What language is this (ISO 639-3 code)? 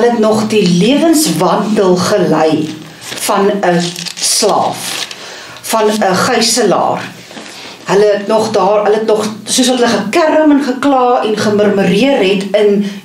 afr